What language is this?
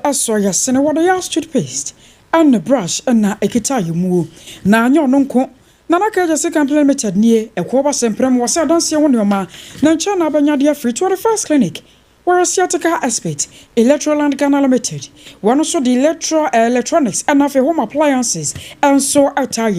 Akan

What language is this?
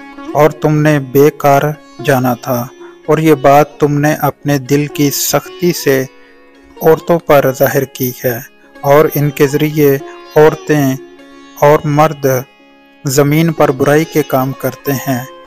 Urdu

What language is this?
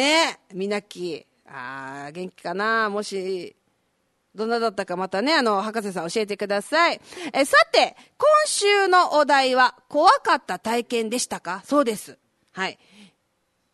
Japanese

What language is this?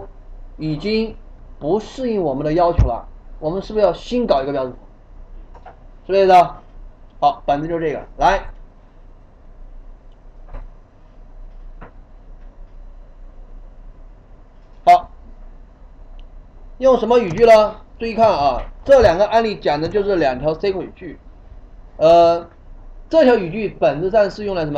Chinese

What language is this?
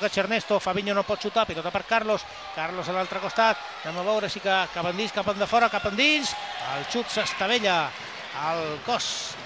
Catalan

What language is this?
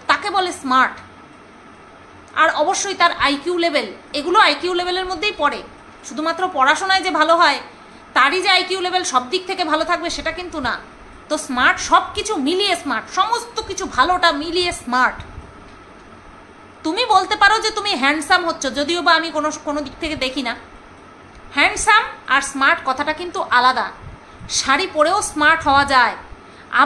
Bangla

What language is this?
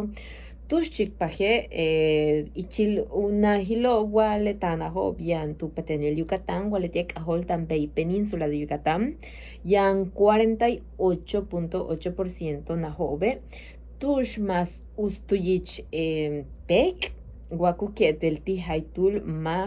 Yucateco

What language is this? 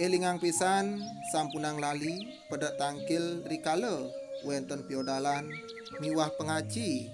Balinese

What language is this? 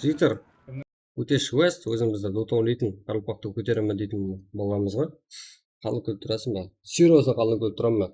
Kara-Kalpak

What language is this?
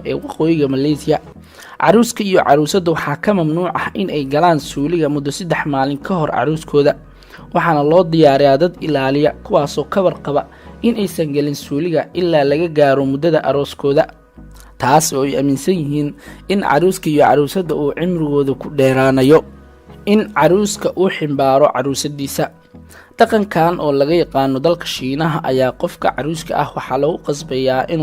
Somali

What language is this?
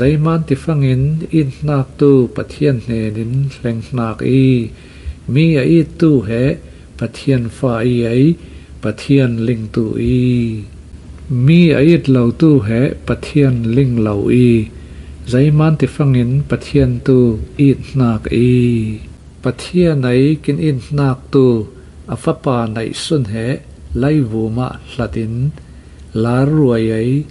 Falam Chin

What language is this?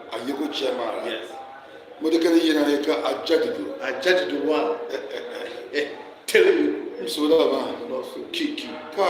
Tiv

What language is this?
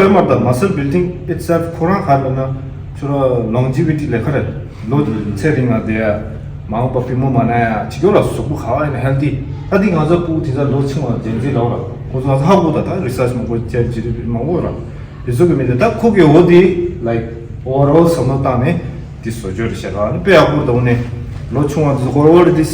Tibetan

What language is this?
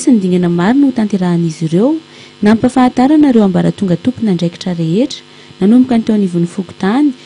Malagasy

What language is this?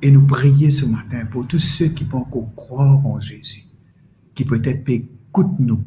Morisyen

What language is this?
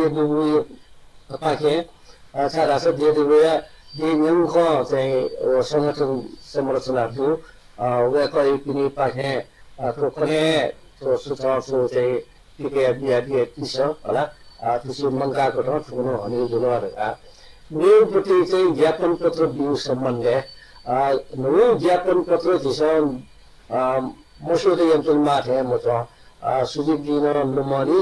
Newari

